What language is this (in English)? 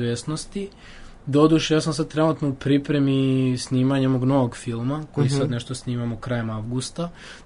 Serbian